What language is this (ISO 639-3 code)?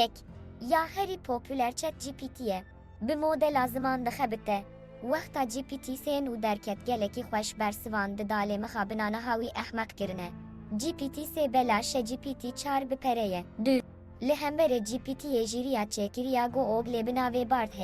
kur